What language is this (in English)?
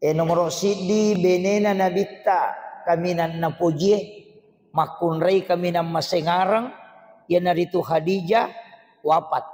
Buginese